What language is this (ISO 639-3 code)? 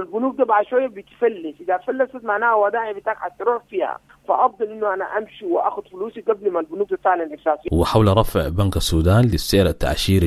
apd